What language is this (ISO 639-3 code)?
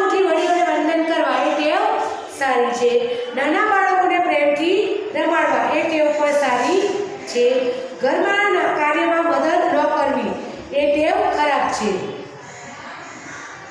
guj